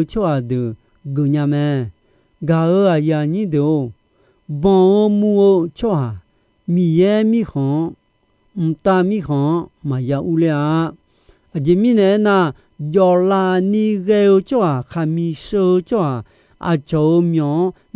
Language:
Akha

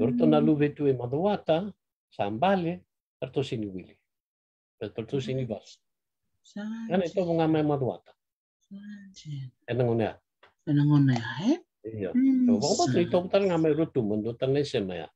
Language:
Fijian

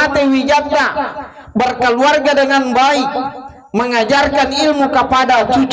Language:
Buginese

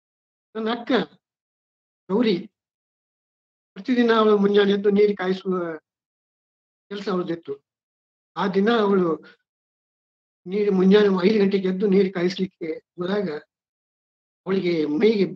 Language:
Kannada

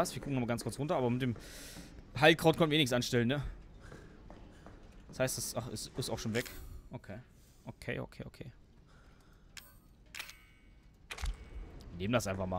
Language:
German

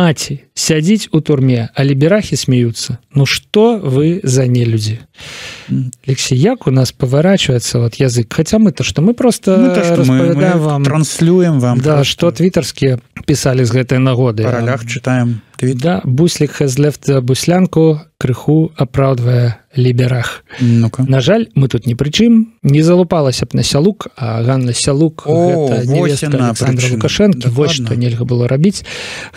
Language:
Belarusian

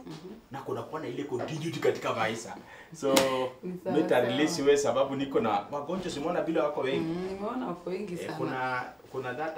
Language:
Swahili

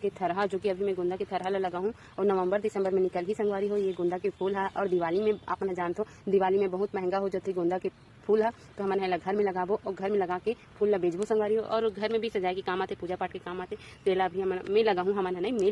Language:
Chhattisgarhi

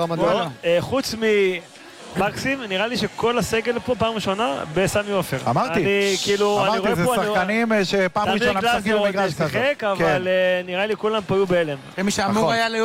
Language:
Hebrew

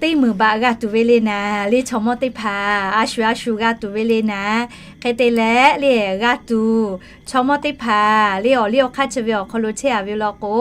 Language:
Lahu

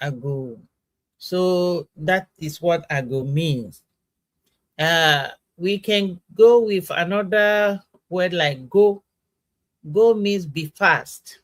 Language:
Ewe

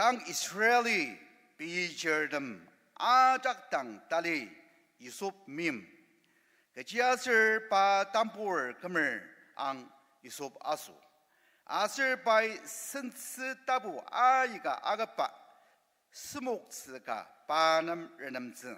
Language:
Ao Naga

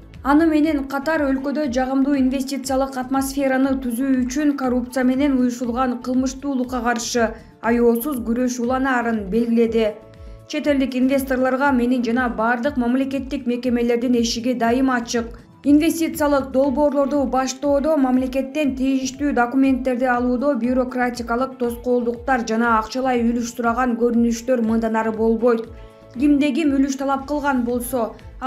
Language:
Kyrgyz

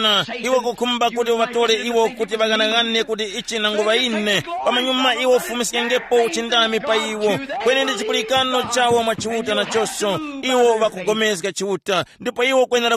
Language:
Tumbuka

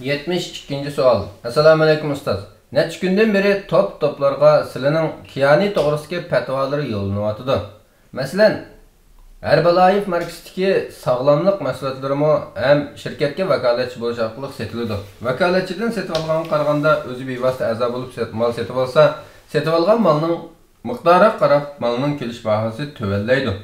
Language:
Uyghur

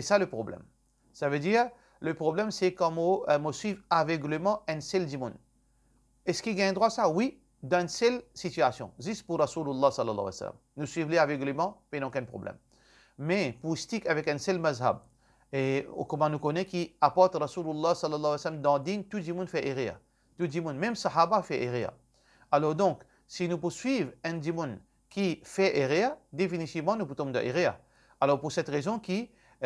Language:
Morisyen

